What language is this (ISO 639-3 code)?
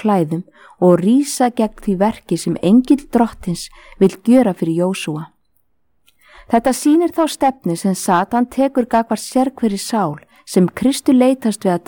isl